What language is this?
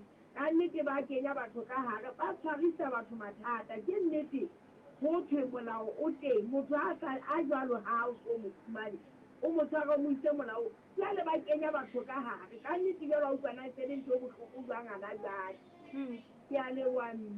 Southern Sotho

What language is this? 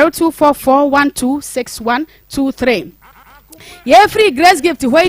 Akan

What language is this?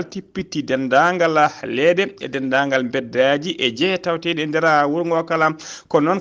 Fula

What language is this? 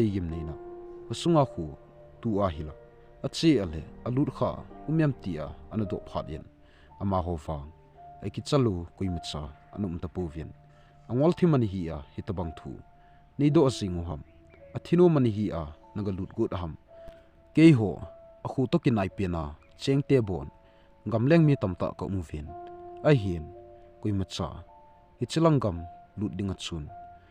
Thado Chin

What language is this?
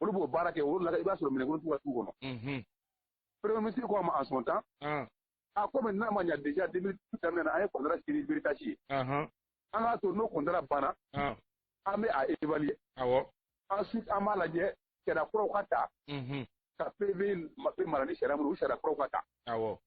Bambara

